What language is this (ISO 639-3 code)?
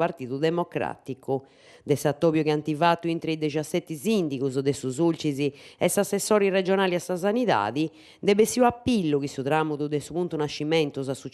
srd